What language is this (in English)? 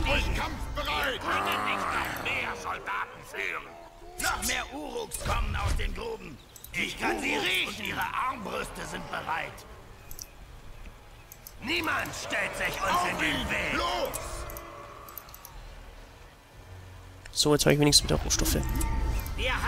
German